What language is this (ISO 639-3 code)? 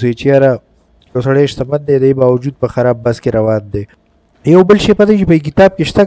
pus